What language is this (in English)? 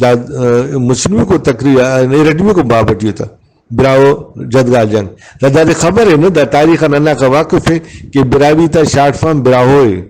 Brahui